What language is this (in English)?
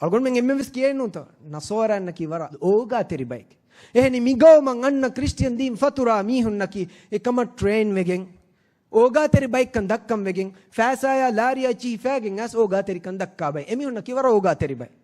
Divehi